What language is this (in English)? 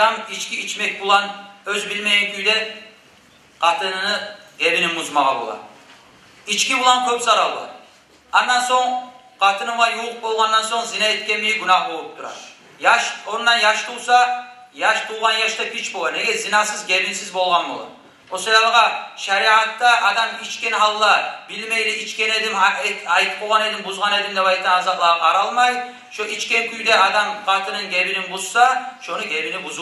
Kumyk